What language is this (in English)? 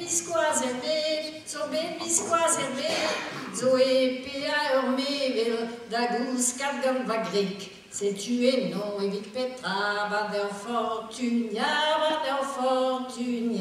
Breton